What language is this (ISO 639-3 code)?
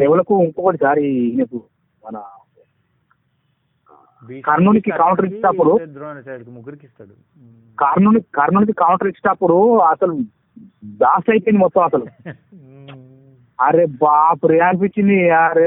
tel